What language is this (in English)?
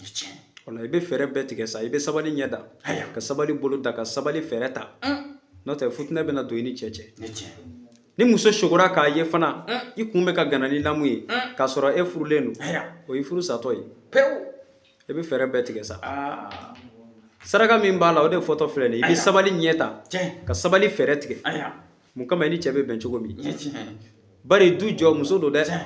Bambara